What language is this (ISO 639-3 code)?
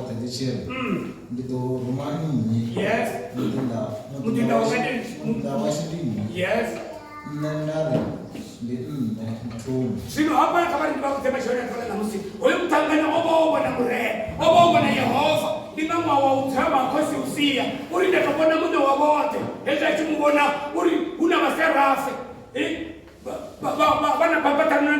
ven